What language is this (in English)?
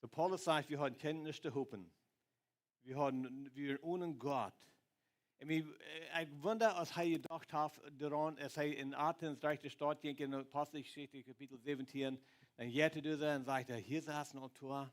Plautdietsch